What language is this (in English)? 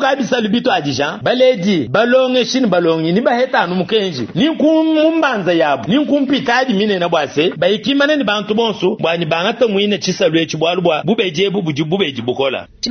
Luba-Lulua